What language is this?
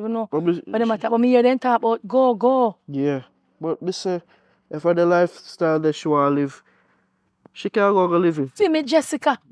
Jamaican Creole English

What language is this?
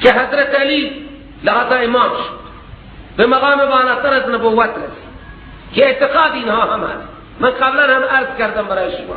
Persian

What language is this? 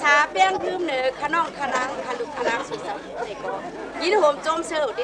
Shan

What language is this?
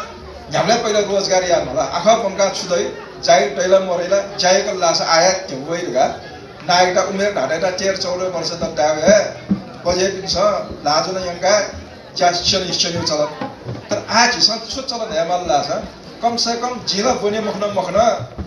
Newari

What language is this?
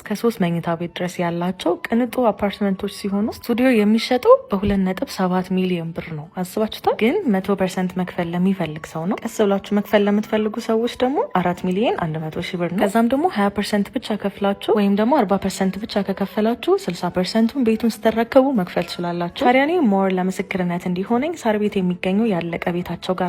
Amharic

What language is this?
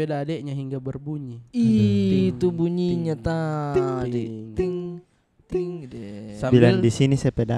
Makassar Malay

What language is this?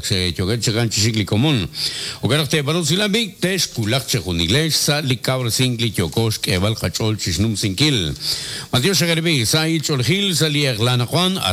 Kekchí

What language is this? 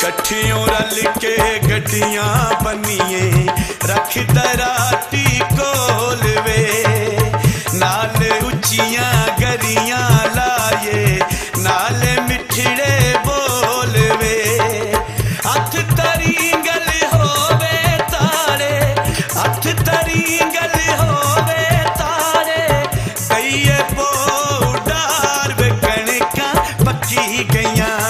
Pahari-Potwari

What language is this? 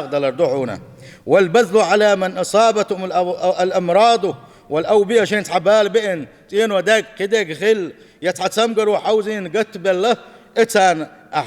Chechen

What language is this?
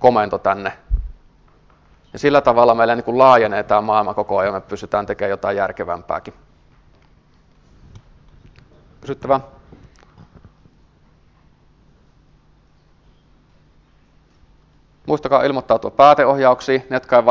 Finnish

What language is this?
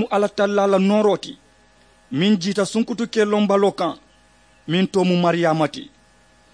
Mandingo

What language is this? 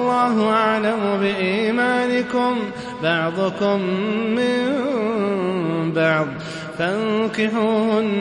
Arabic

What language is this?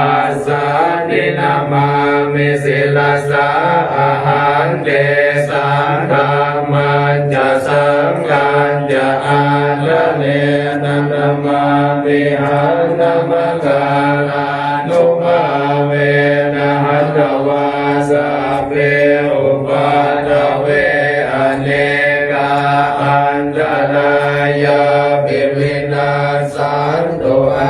Pali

